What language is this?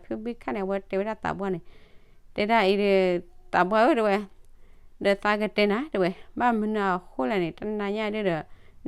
S'gaw Karen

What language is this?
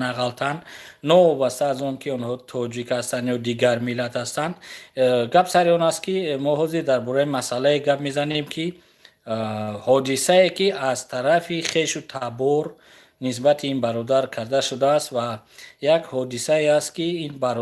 Tajik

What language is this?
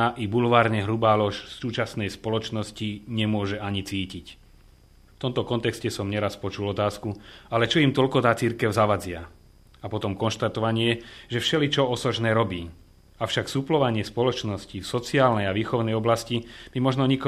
Slovak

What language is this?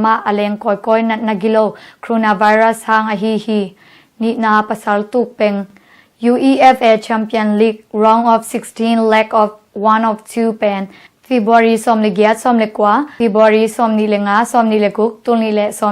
Tedim Chin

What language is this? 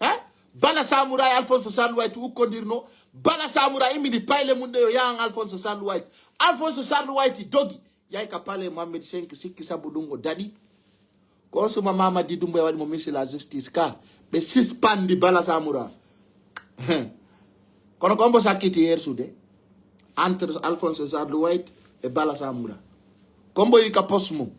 Fula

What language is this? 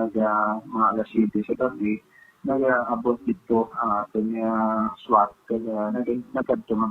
Hiligaynon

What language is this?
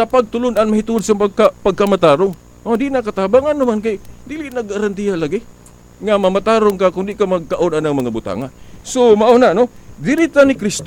Cebuano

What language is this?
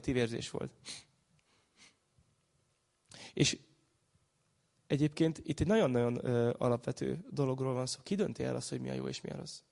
Hungarian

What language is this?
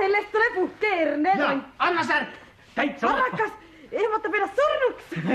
Estonian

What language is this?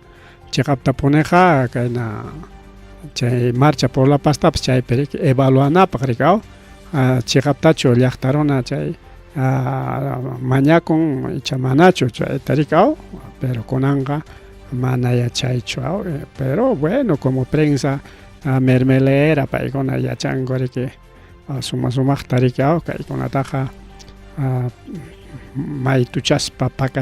Ayacucho Quechua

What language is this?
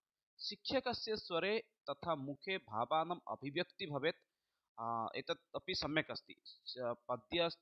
Sanskrit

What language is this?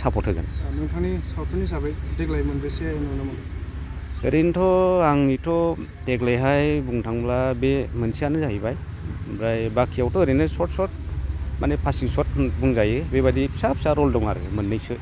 Bodo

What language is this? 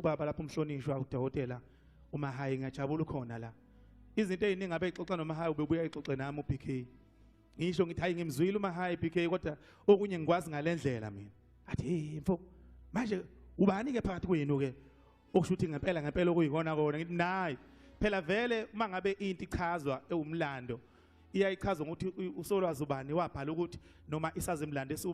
Zulu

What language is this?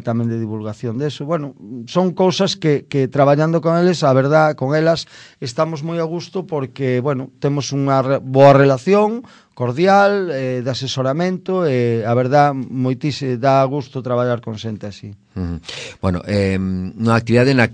Galician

